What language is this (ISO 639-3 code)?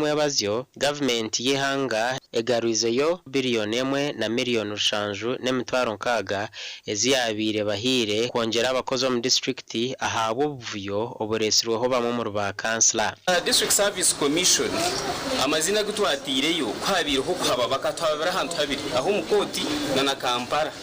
nyn